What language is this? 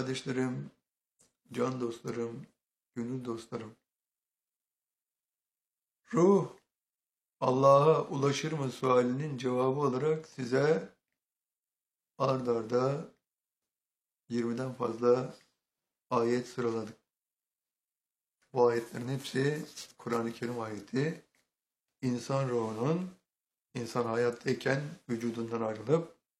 Turkish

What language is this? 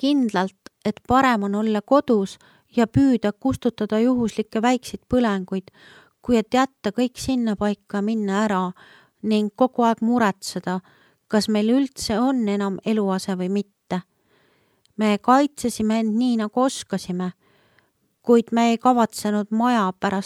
Estonian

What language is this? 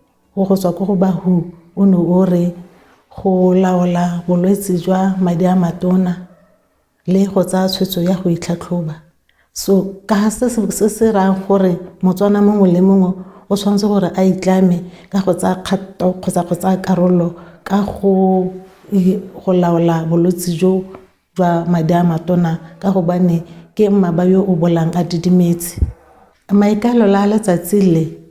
Tswana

